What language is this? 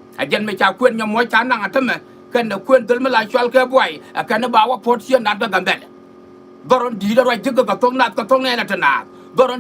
Nuer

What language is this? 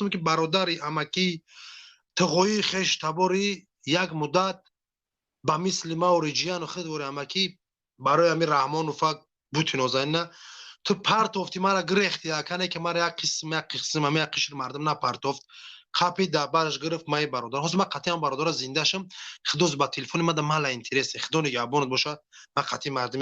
Tajik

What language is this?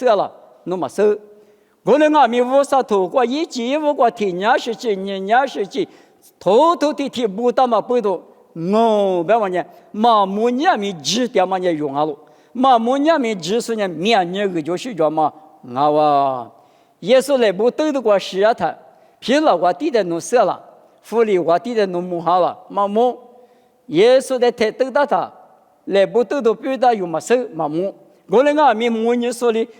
Lisu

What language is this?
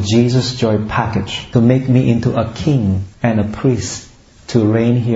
English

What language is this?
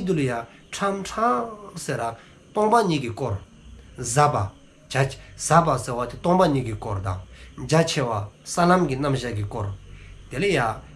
Dzongkha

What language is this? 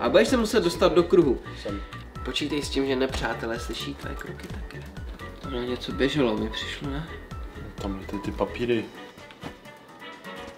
Czech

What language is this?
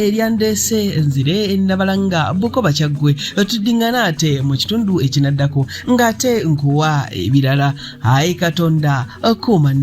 Ganda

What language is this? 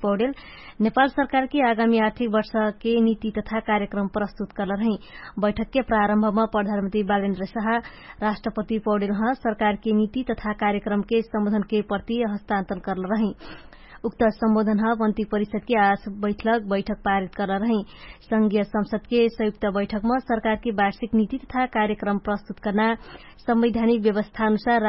Dangaura Tharu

